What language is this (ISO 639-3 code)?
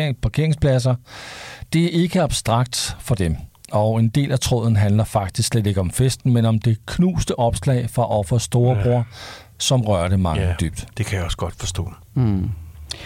dan